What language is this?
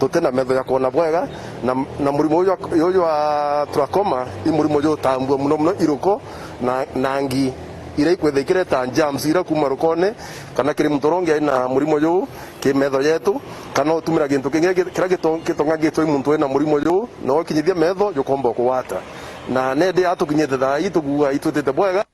Meru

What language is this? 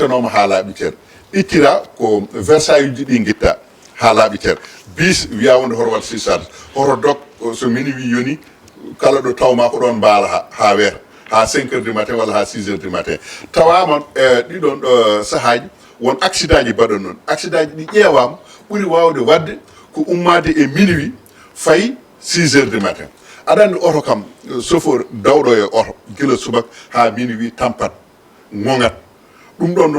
Fula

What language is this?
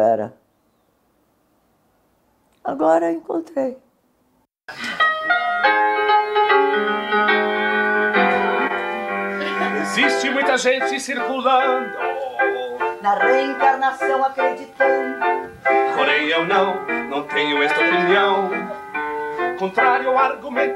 Portuguese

